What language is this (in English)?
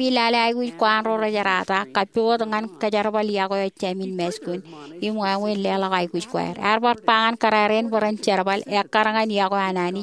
Marshallese